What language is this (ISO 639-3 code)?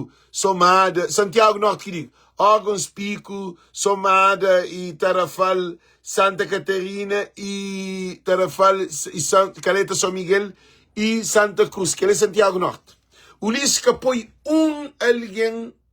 kea